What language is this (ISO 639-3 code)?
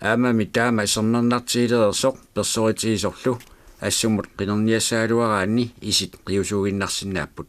kal